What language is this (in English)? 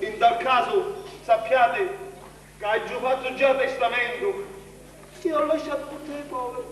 Sicilian